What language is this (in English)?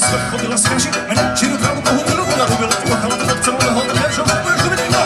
Rusyn